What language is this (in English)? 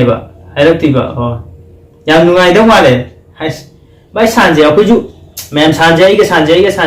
Manipuri